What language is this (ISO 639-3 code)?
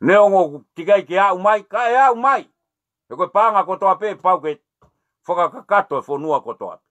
ton